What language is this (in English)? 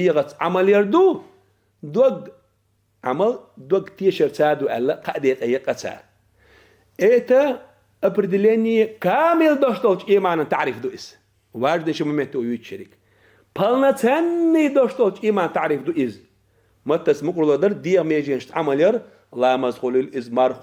Chechen